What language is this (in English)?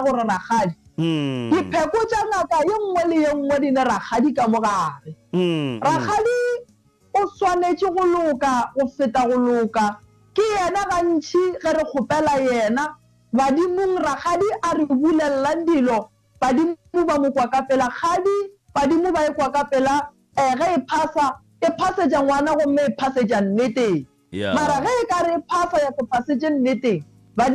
Northern Sotho